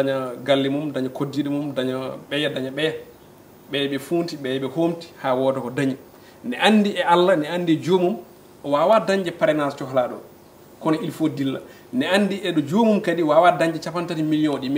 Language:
Fula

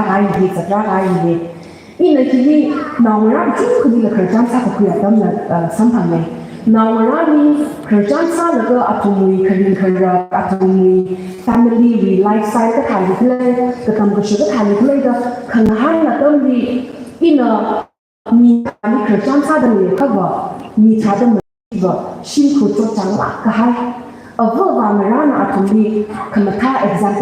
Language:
Tangkhul Naga (India)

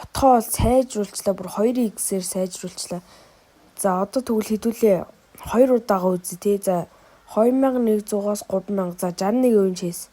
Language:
Mongolian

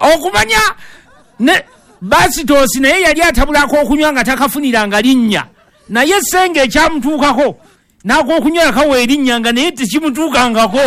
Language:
Ganda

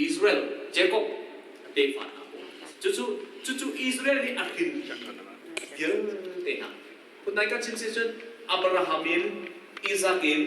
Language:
Hakha Chin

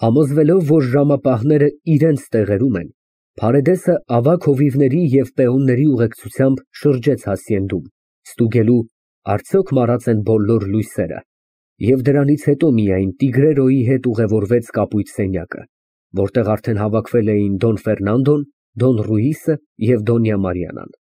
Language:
Armenian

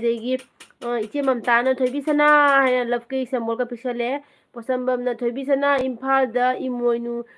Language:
Manipuri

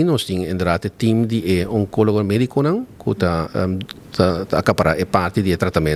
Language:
Papiamento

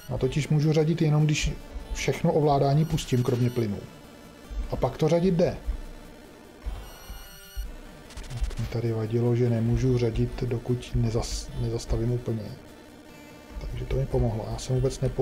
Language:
Czech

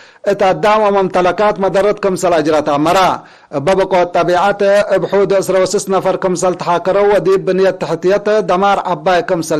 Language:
Tigre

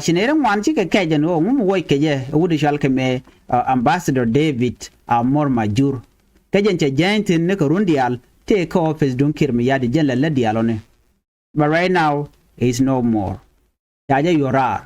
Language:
Nuer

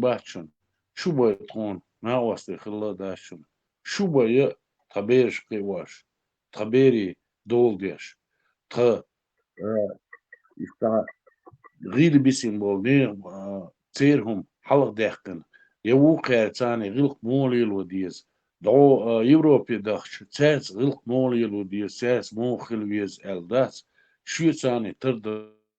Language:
Chechen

